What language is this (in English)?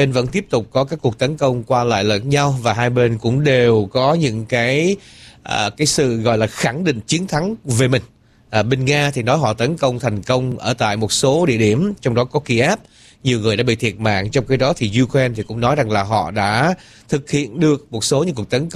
Vietnamese